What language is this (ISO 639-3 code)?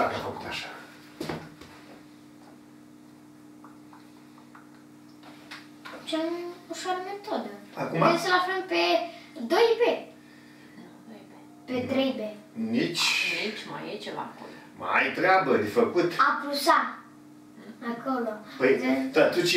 ron